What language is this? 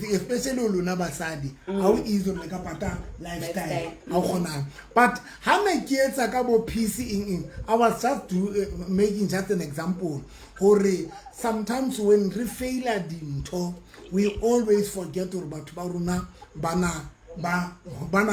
Southern Sotho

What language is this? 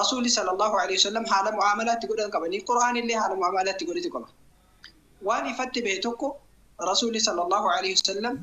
Oromo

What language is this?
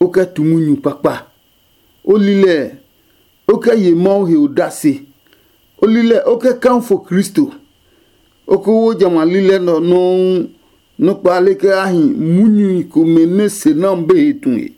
Adangme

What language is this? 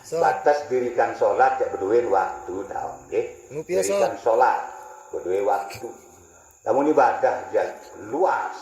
Sasak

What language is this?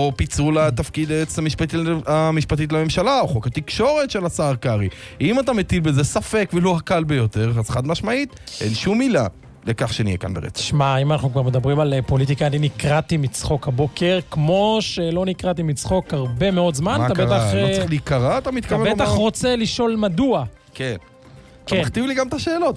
Hebrew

